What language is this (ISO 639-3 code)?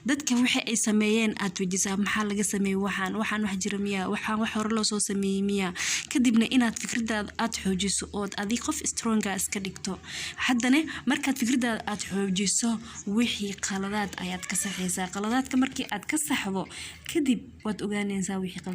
som